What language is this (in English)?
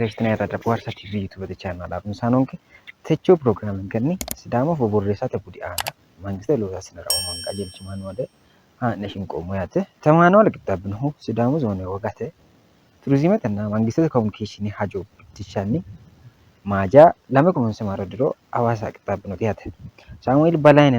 Sidamo